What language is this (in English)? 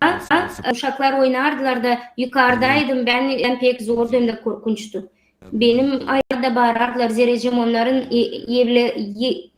Gagauz